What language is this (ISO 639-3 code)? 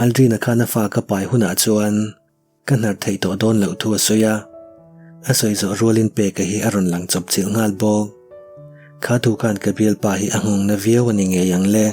lus